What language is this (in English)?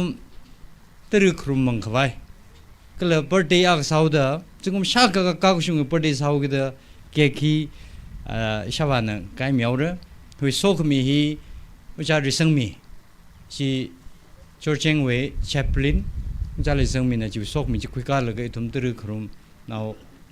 Tangkhul Naga (India)